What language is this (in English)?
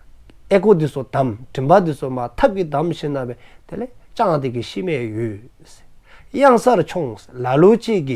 Dzongkha